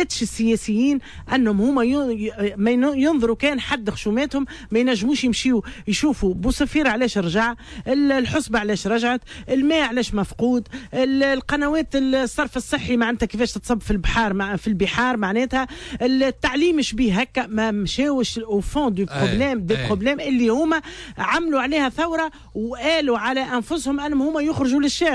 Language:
Tunisian Arabic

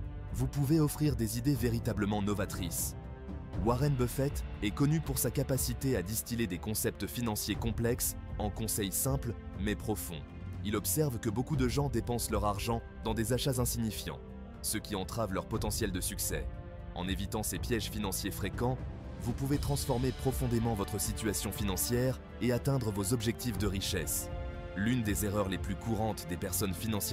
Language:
French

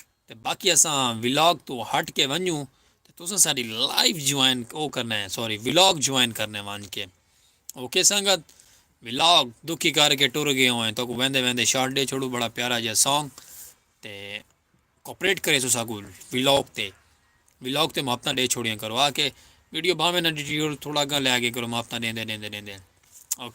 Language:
Saraiki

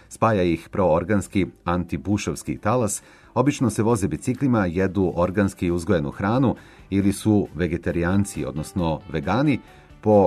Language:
Serbian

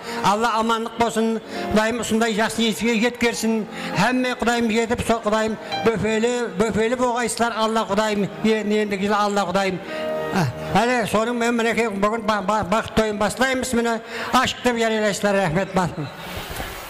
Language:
Kara-Kalpak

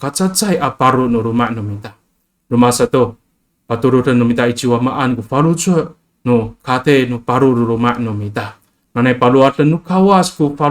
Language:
Amis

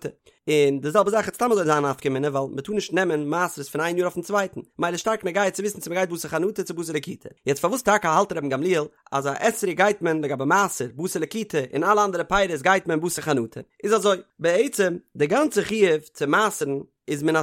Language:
Yiddish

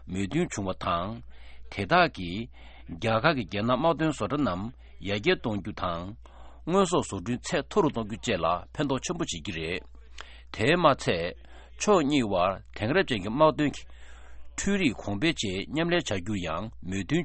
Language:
Tibetan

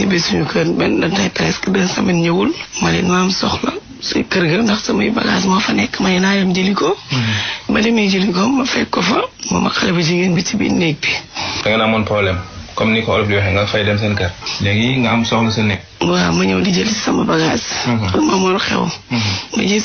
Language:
Wolof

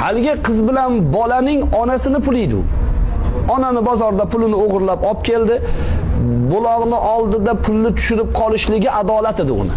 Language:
Uzbek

